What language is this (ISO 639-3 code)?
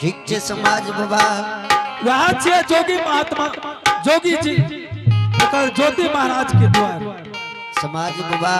anp